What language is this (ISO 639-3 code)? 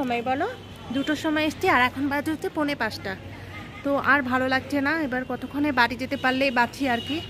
ben